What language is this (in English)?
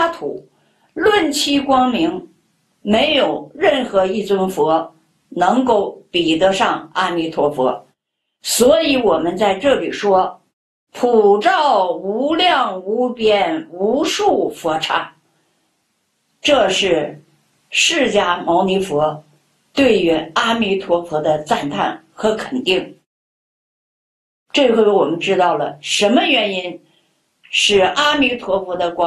Chinese